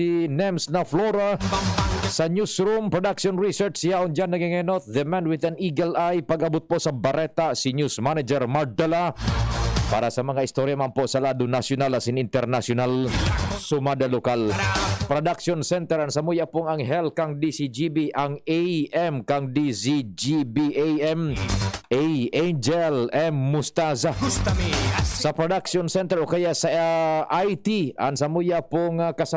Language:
Bikol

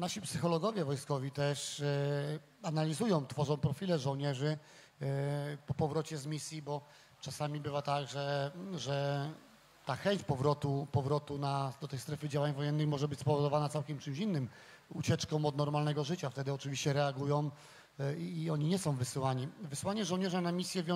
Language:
Polish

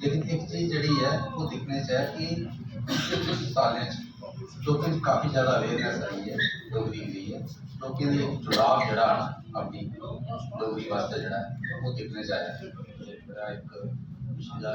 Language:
Dogri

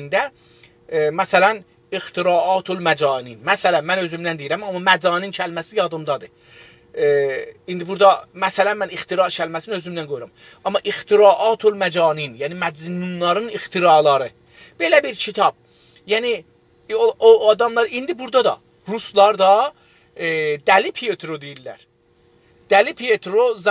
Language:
South Azerbaijani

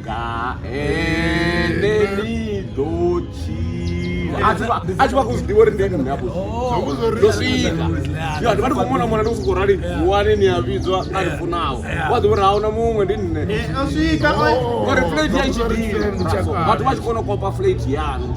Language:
Venda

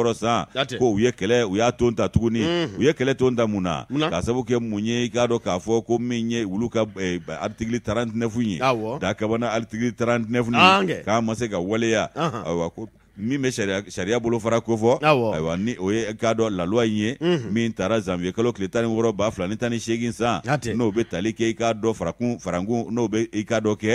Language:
Bambara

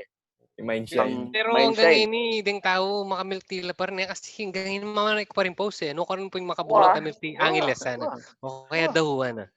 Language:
Pampanga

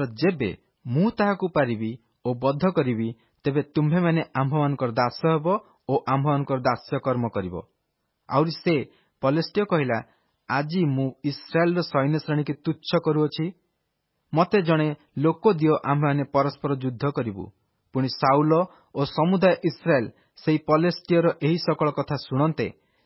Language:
Odia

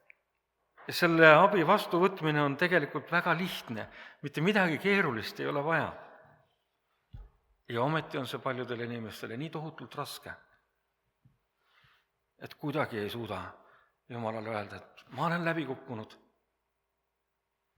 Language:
Estonian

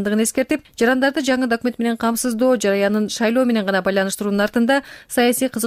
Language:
Kyrgyz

